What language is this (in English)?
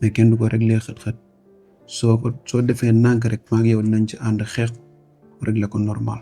Wolof